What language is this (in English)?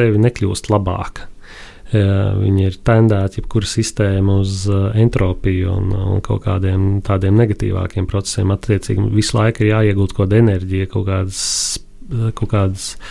Latvian